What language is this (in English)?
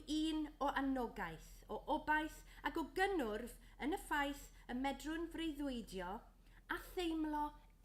Welsh